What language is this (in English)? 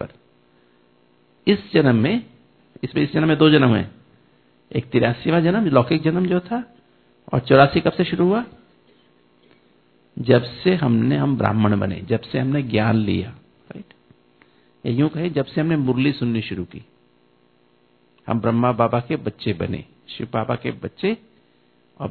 Hindi